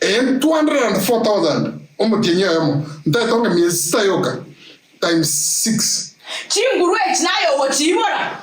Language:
Gusii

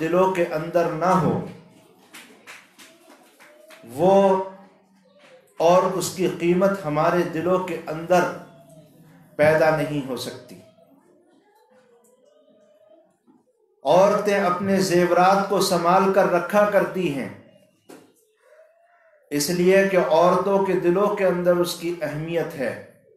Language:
Urdu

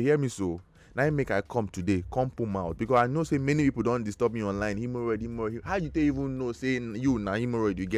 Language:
Nigerian Pidgin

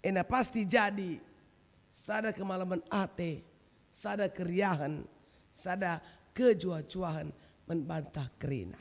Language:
Batak Karo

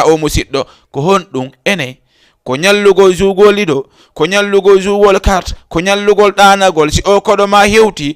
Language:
Fula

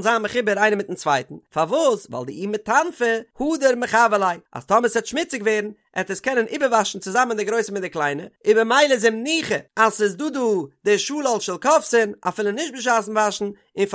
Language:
Yiddish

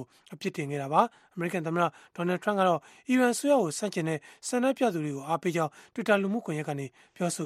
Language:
Burmese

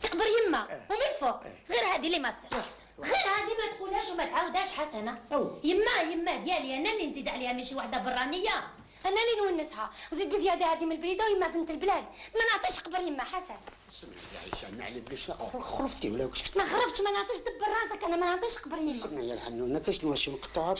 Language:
Algerian Arabic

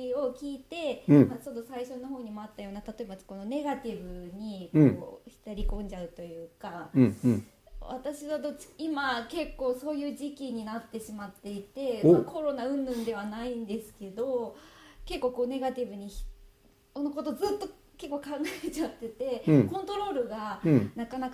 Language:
Japanese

